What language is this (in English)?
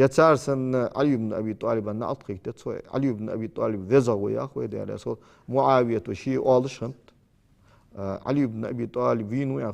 Ingush